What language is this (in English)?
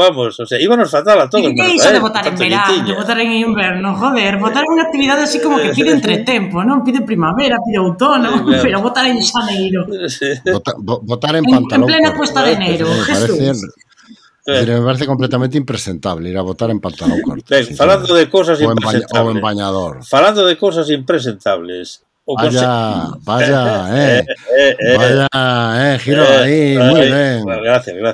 Galician